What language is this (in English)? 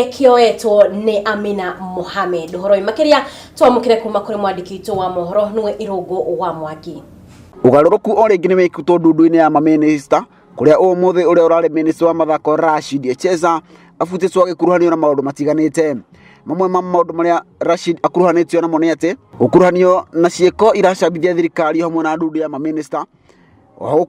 Kikuyu